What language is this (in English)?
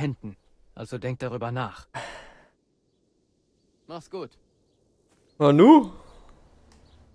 German